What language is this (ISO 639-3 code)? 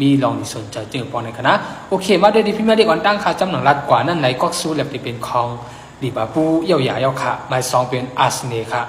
shn